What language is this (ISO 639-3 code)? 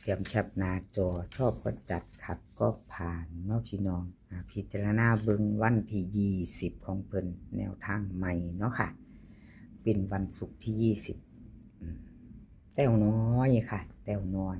tts